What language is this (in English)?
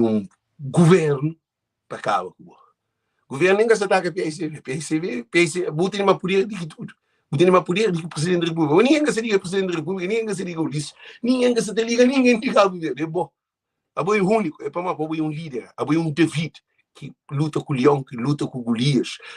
Kabuverdianu